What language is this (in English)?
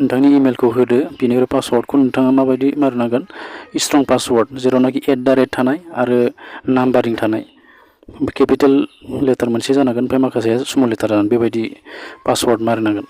Bodo